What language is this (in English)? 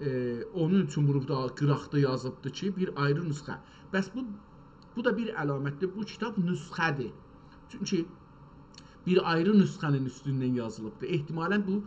South Azerbaijani